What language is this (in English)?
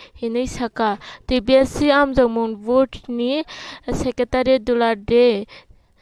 Kok Borok